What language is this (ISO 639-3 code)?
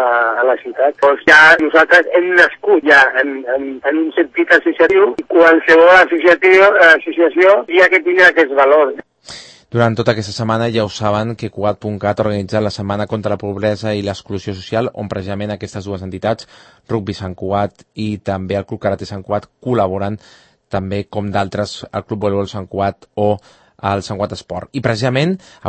cat